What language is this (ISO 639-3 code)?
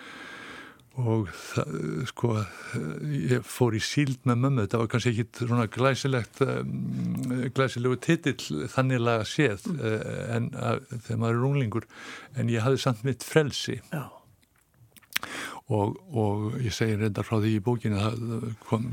isl